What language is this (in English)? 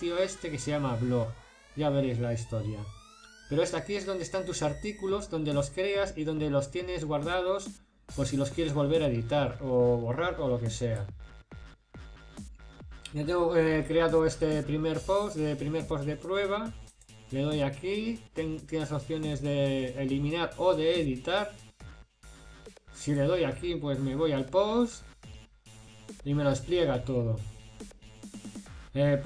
Spanish